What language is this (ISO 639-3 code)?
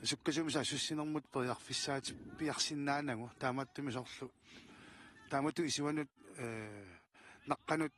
kal